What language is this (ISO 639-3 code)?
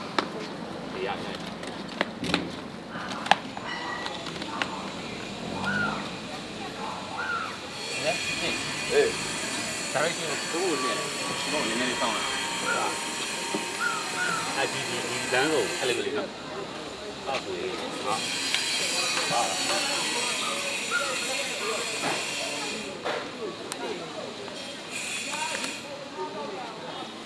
mya